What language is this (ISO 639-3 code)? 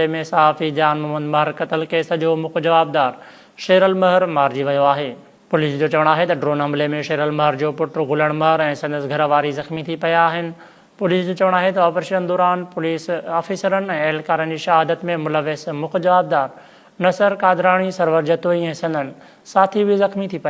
snd